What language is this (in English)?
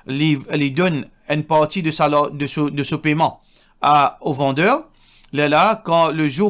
Morisyen